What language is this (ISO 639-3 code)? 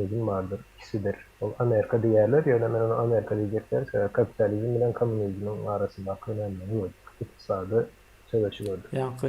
tuk